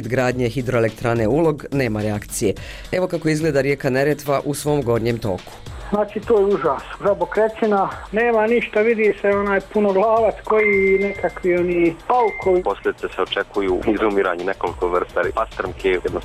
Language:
Bosnian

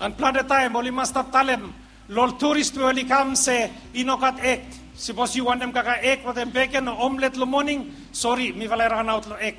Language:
Bislama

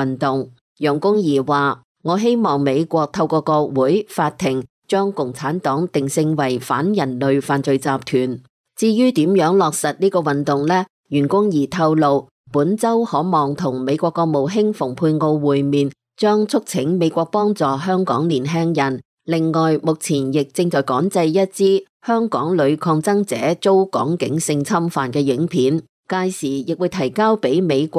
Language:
Cantonese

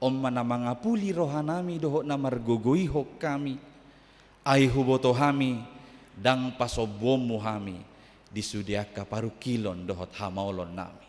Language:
Batak Toba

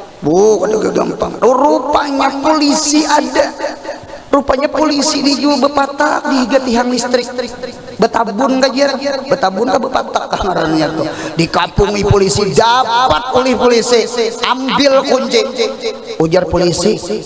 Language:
Banjar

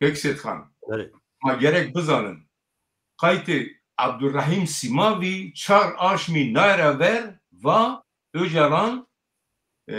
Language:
Zaza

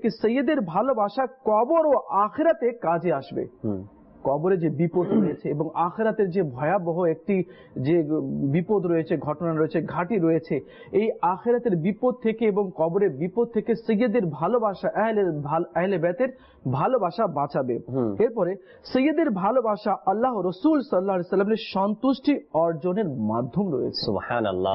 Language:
Bangla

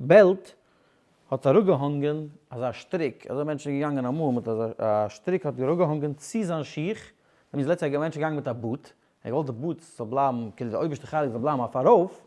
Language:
Yiddish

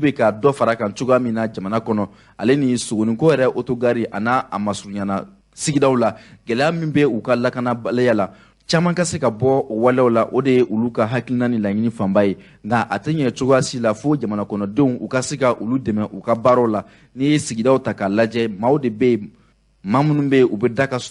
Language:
Bambara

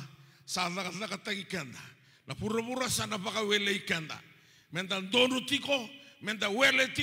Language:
Fijian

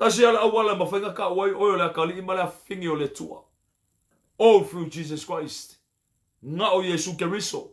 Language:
Samoan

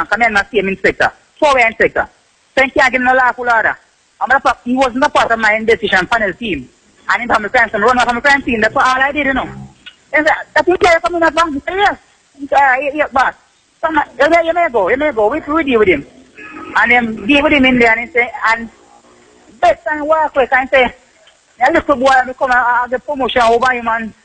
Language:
Jamaican Creole English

